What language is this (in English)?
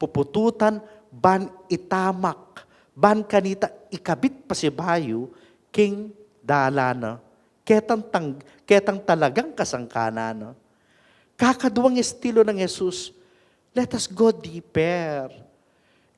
Pampanga